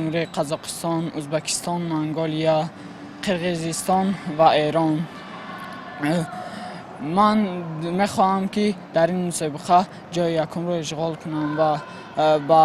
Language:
Tajik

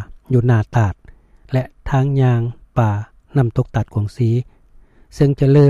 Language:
Lao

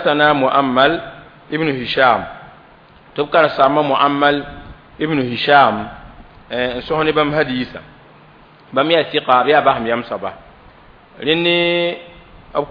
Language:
Mossi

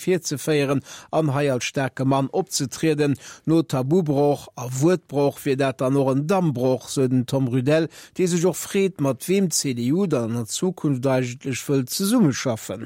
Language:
Luxembourgish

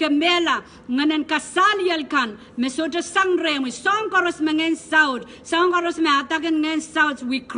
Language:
Pohnpeian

